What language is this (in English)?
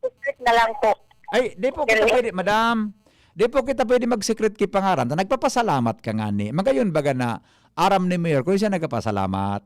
Bikol